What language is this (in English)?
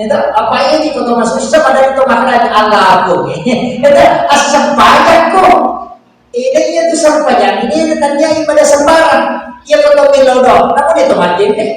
Buginese